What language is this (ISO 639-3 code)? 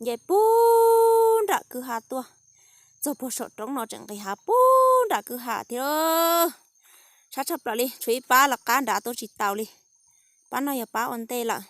hmn